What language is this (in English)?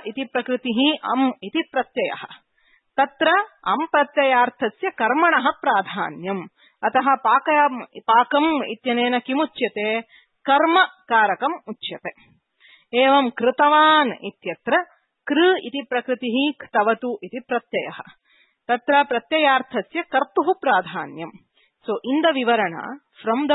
Sanskrit